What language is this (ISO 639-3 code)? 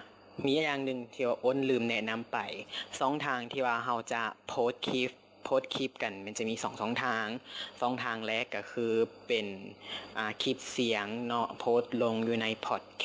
lao